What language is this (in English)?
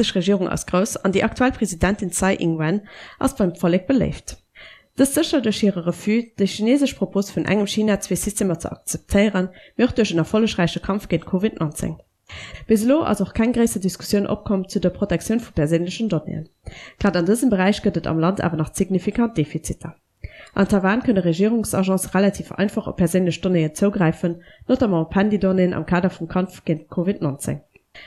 Luxembourgish